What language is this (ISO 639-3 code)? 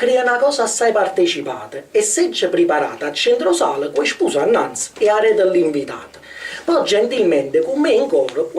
nap